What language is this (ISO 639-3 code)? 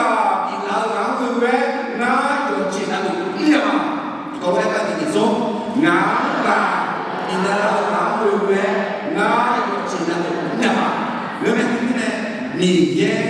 ahk